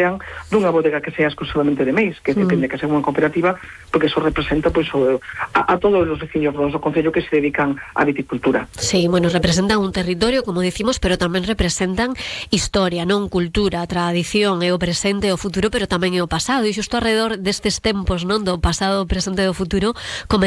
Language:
Galician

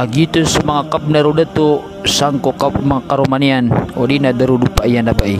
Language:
Maranao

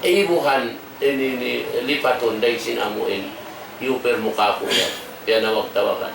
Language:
Tausug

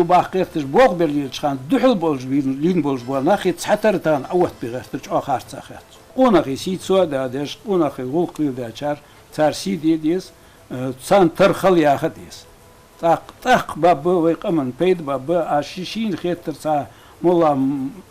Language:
Ingush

